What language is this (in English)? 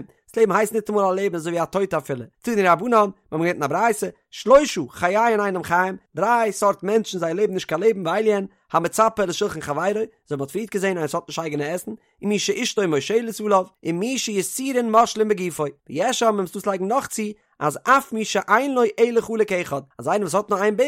Yiddish